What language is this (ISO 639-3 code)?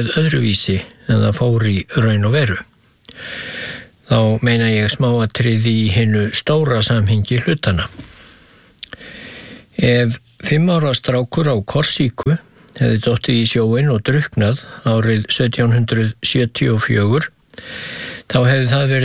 isl